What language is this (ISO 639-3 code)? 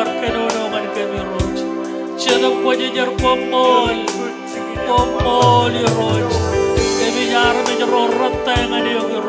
mah